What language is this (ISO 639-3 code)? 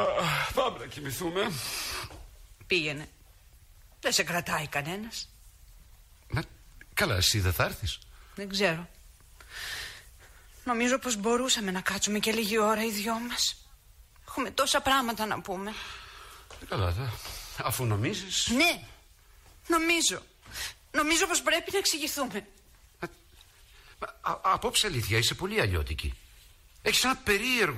ell